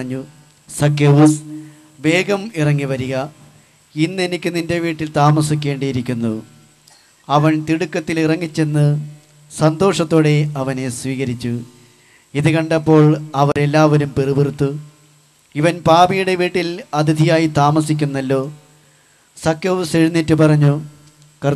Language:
Malayalam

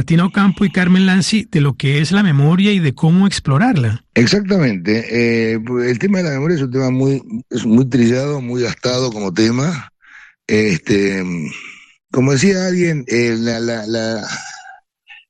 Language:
Spanish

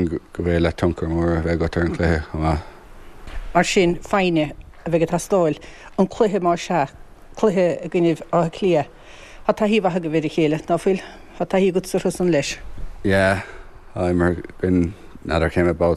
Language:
Irish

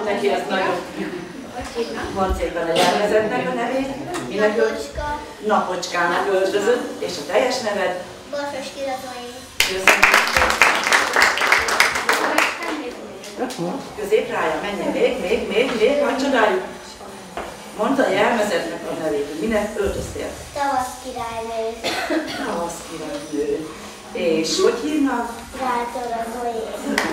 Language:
Hungarian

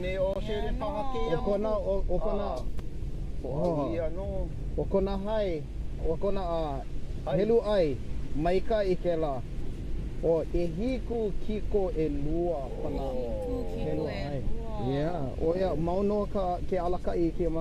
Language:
Hawaiian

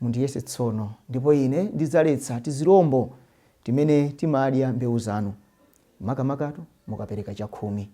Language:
Nyanja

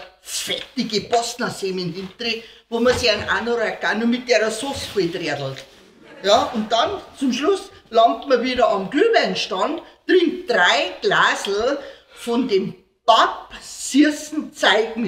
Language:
Bavarian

